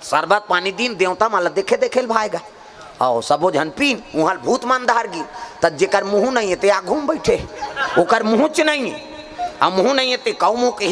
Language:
Chhattisgarhi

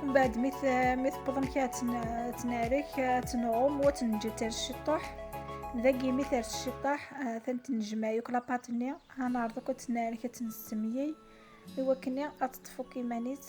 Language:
Kabyle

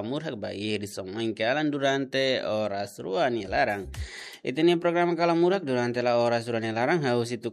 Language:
Tetum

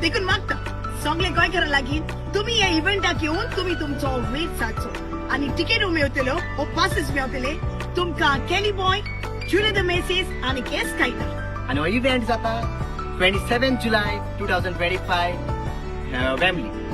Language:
Konkani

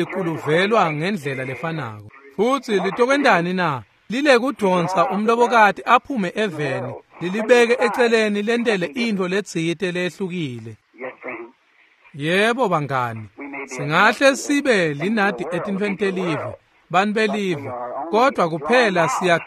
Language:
Swati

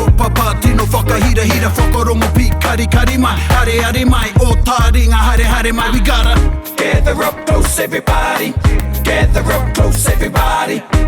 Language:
Māori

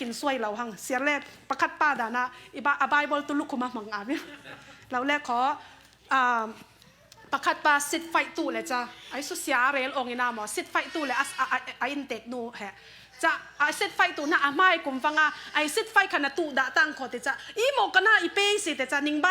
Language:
Falam Chin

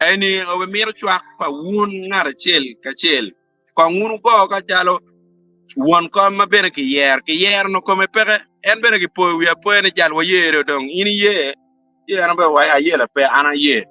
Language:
Acoli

